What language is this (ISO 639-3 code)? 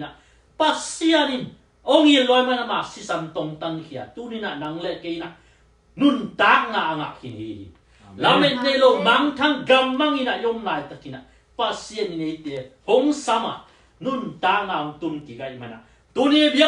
ctd